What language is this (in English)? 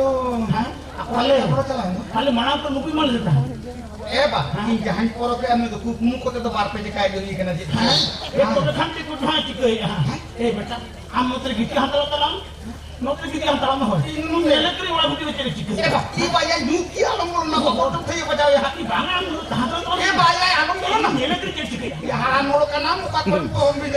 Santali